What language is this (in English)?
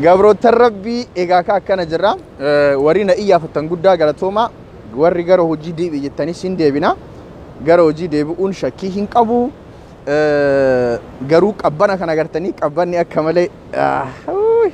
Oromo